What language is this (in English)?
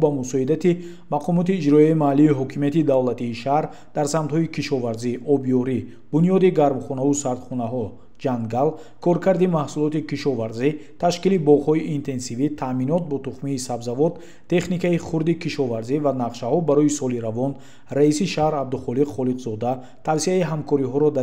Tajik